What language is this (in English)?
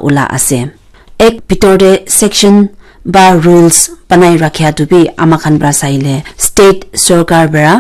Naga Pidgin